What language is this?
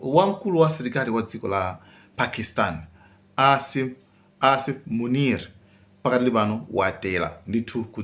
Nyanja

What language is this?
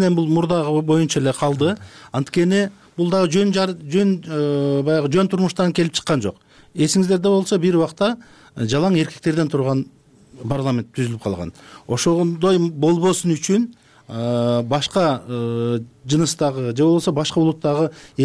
Kyrgyz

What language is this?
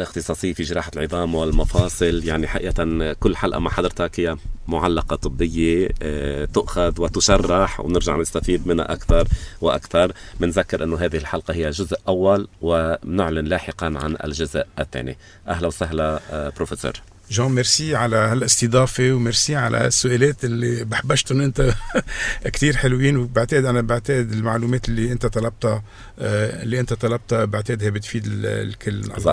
North Levantine Arabic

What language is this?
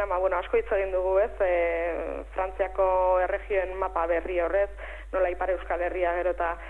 Basque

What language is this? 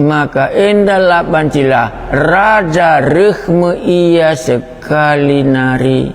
Batak Karo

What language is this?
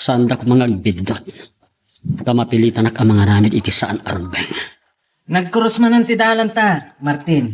Iloko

